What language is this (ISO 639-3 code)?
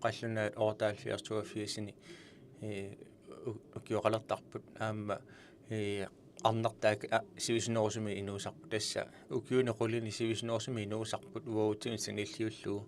kal